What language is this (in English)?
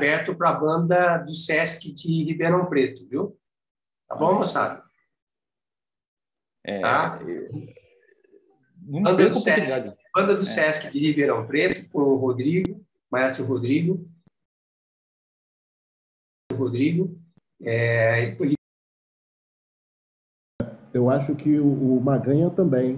Portuguese